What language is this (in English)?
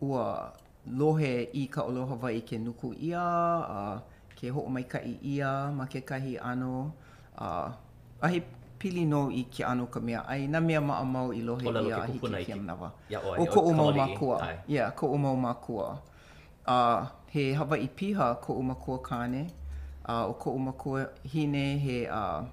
Hawaiian